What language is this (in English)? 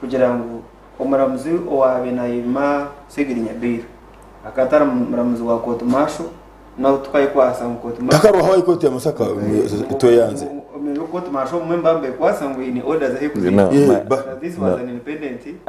Nyankole